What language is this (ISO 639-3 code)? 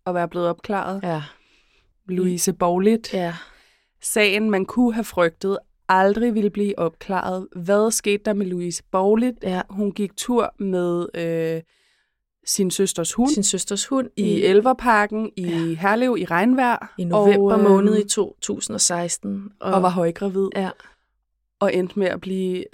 dan